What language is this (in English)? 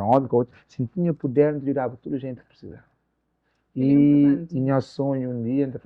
Kabuverdianu